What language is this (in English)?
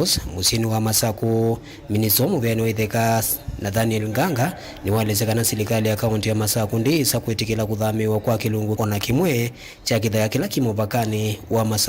Kamba